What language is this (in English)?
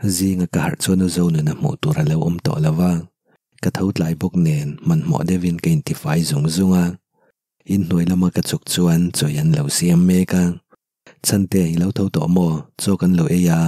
Mizo